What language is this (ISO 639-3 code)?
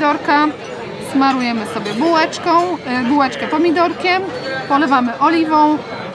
pol